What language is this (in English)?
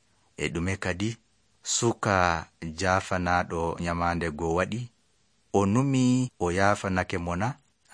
Nigerian Fulfulde